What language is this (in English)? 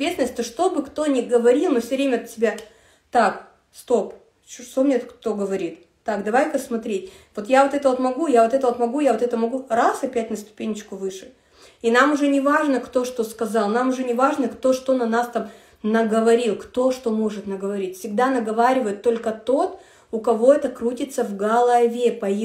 Russian